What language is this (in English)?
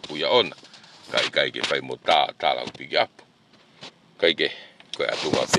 Tongan